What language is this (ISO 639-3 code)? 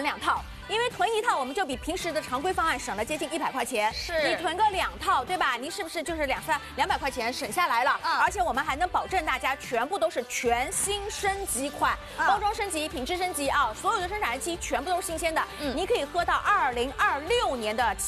zho